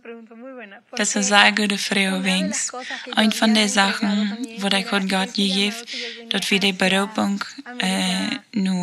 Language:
Plautdietsch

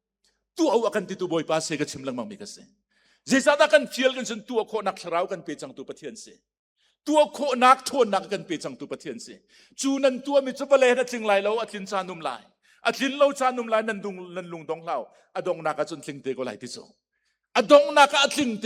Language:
Hakha Chin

